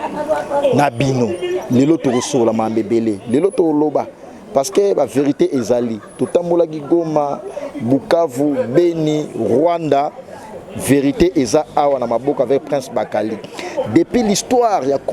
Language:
Lingala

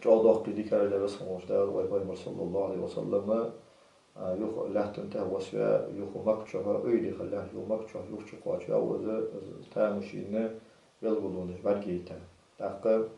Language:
Ingush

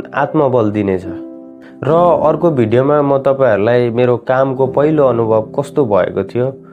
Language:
Nepali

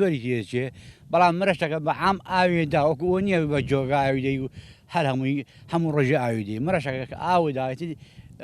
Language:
Central Kurdish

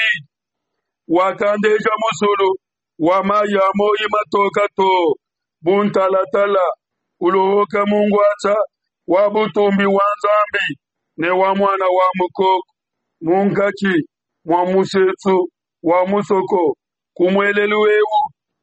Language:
Luba-Lulua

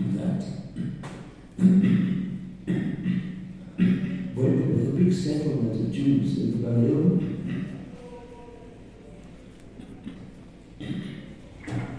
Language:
English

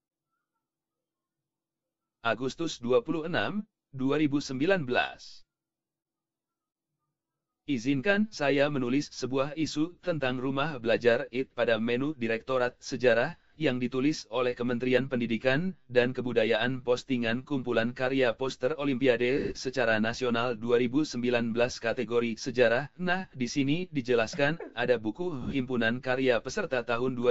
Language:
Indonesian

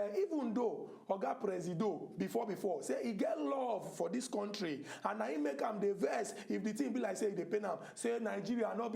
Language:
Nigerian Pidgin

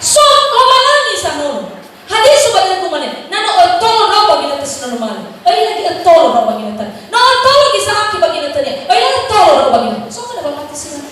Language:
Nias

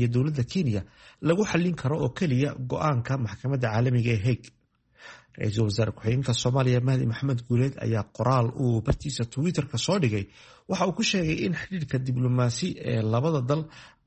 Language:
Somali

